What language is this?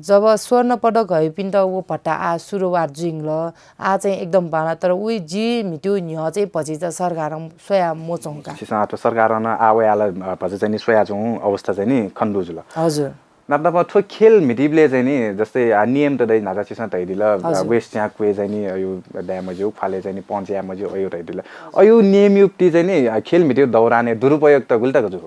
Newari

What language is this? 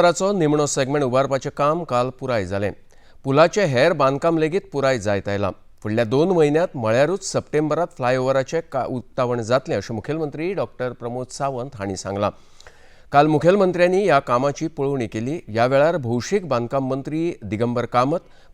Konkani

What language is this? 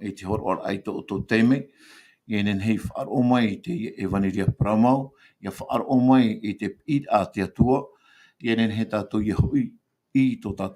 Tahitian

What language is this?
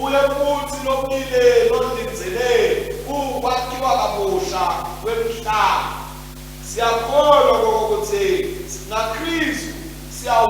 Swati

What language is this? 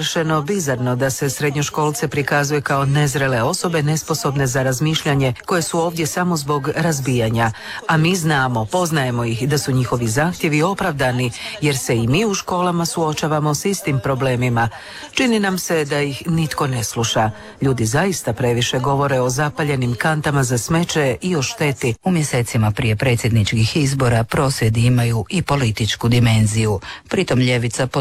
Croatian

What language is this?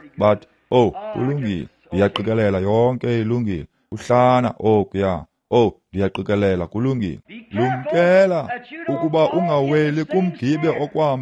Xhosa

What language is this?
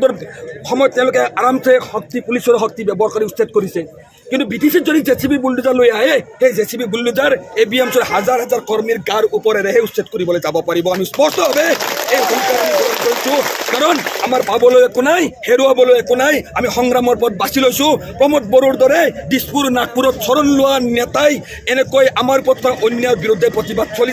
Assamese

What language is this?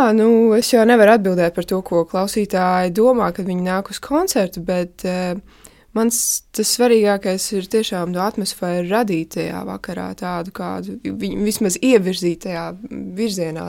Latvian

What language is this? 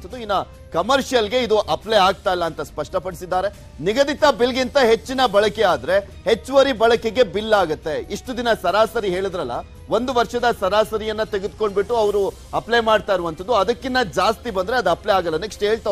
Kannada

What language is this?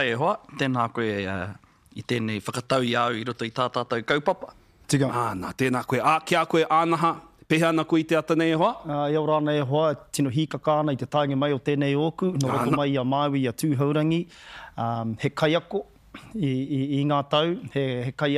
Māori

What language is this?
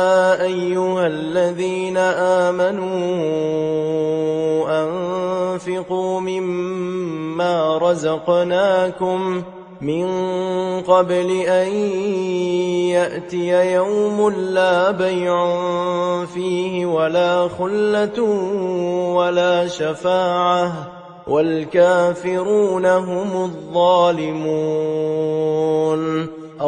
Arabic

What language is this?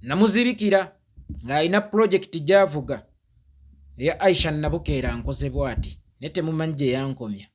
Ganda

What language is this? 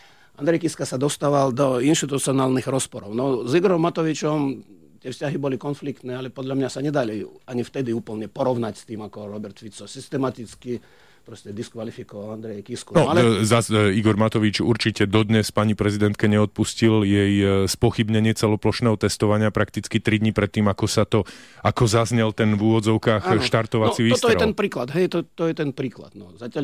Slovak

